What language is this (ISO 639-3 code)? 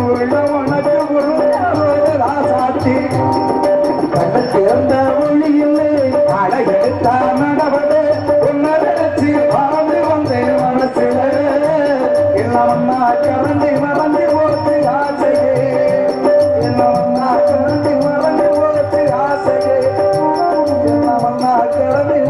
tam